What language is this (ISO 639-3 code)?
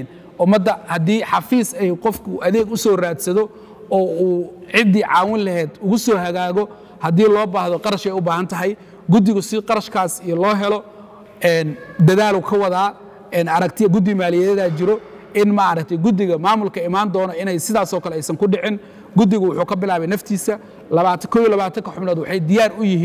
som